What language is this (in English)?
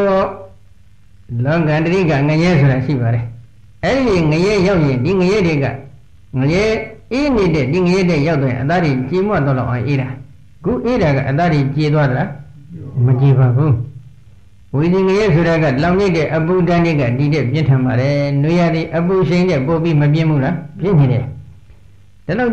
Burmese